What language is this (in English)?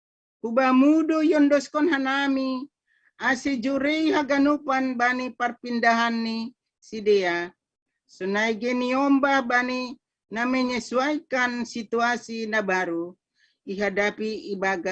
Batak Simalungun